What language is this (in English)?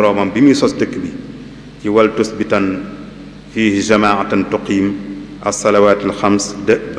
Wolof